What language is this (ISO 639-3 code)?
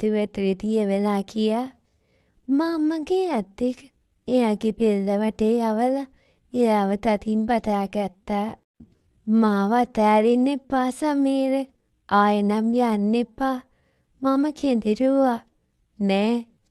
sin